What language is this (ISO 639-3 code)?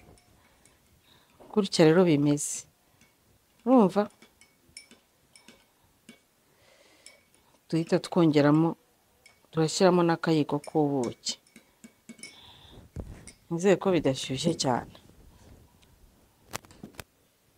kin